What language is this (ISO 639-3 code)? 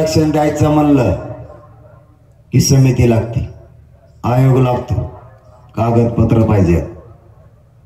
mar